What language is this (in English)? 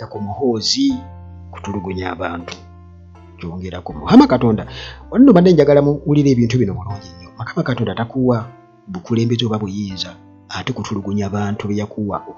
Ganda